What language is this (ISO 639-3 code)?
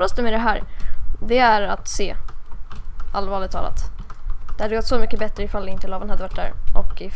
swe